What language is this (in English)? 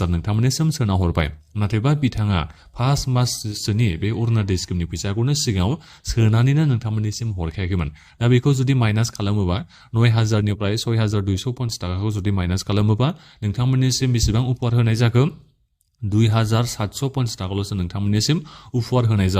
Bodo